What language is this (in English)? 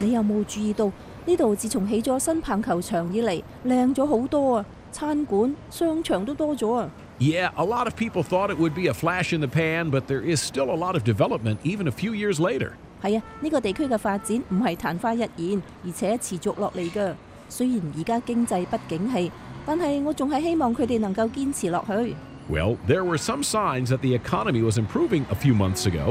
Cantonese